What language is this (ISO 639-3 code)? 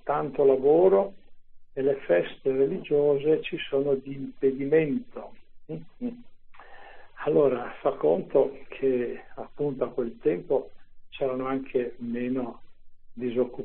ita